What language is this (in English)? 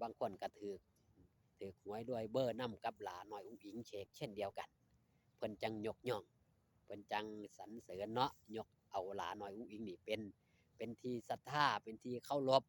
Northeastern Thai